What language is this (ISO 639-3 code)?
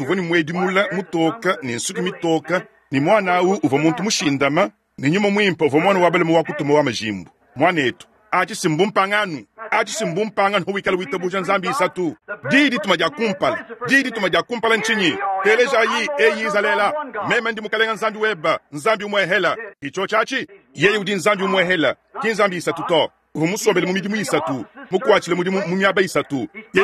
lua